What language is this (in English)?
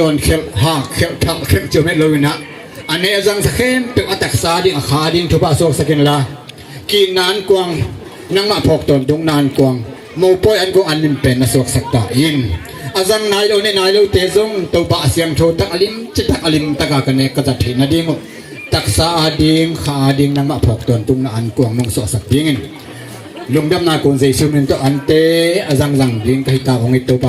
Tedim Chin